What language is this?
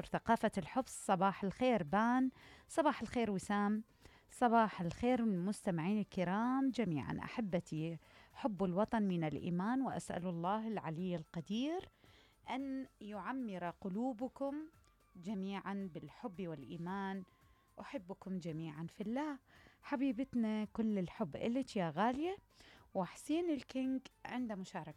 Mesopotamian Arabic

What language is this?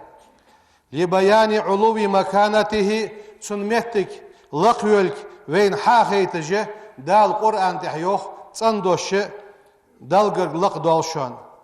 Ingush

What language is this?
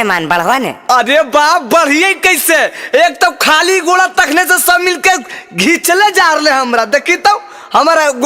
Magahi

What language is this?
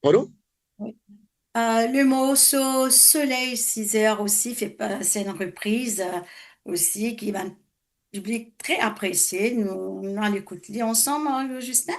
Morisyen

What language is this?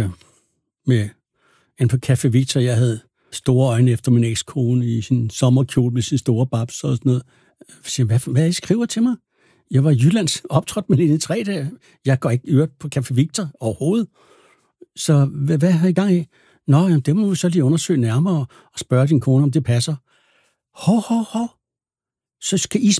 Danish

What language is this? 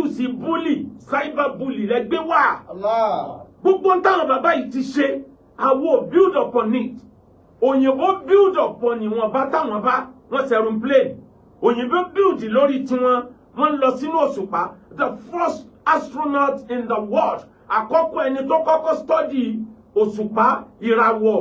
Yoruba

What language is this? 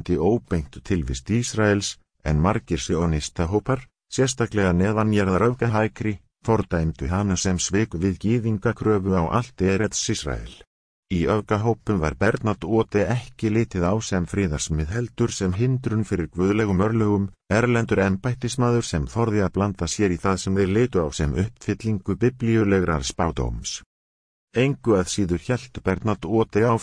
Icelandic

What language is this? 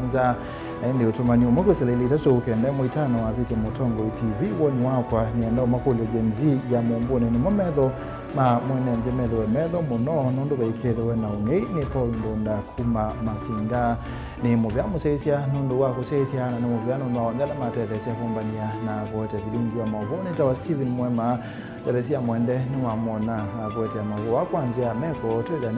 Kamba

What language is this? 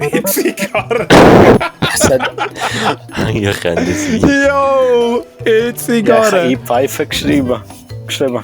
Swiss German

